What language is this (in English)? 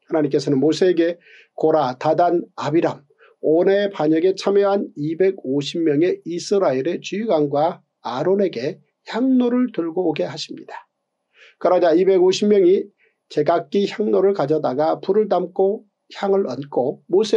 Korean